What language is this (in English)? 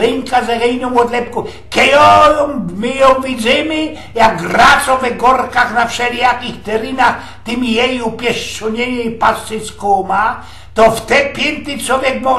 Silesian